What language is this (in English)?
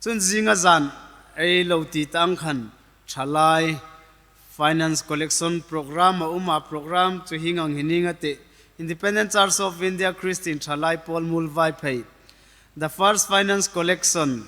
Hmar